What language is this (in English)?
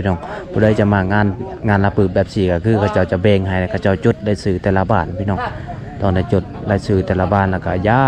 Lao